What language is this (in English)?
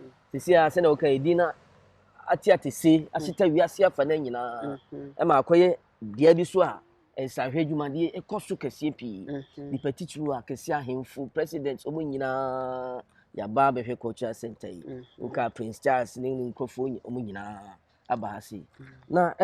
Akan